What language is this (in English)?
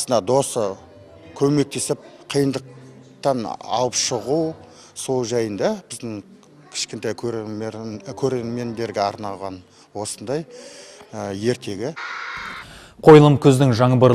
Kazakh